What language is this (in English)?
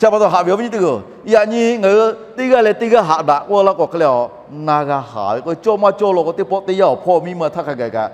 Lahu